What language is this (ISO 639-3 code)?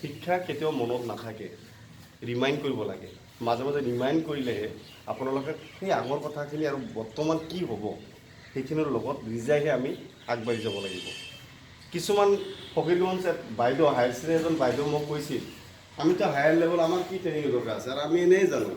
asm